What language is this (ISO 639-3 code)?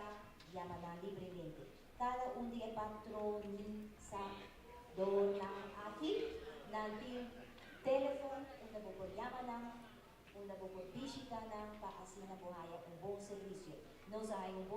pap